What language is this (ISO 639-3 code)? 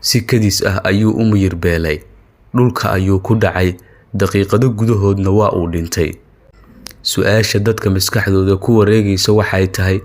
som